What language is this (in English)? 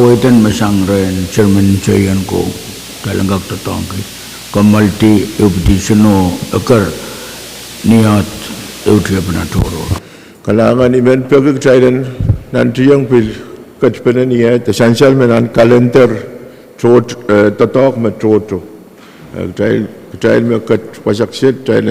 Pohnpeian